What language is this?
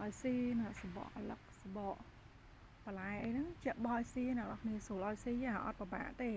Khmer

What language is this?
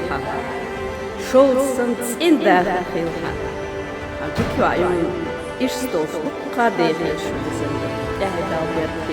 Chechen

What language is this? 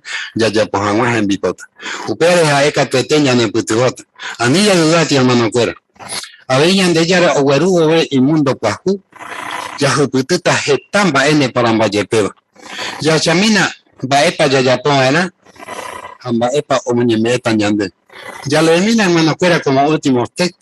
Guarani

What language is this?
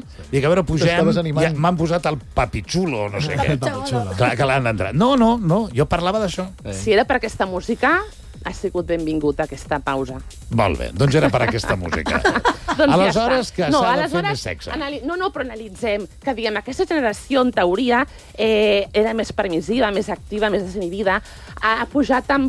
Catalan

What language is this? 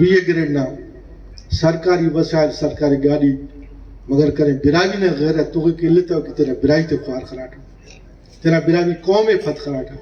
Brahui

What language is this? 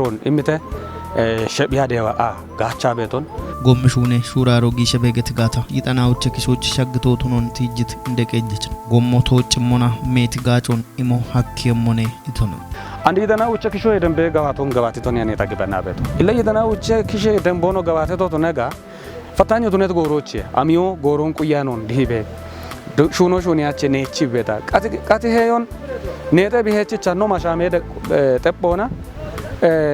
Kafa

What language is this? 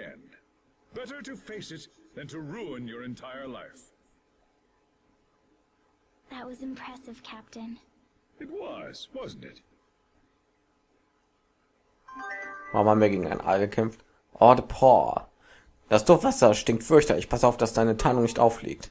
German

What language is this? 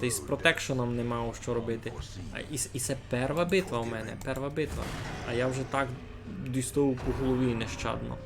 Rusyn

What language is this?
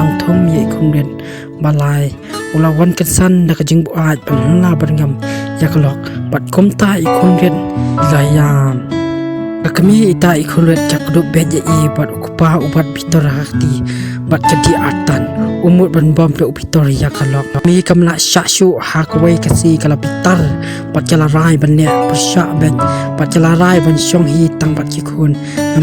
Khasi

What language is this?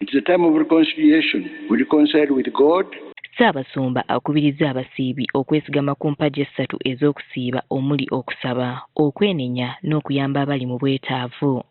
Ganda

